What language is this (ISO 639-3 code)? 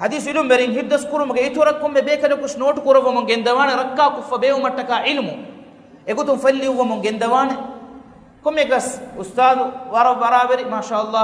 div